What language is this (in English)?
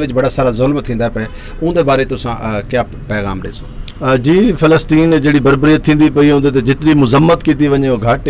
Saraiki